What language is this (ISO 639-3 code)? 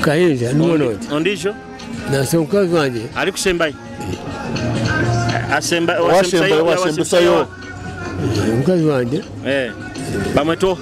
nyo